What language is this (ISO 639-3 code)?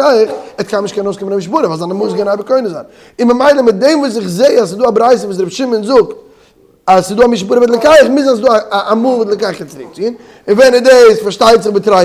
yid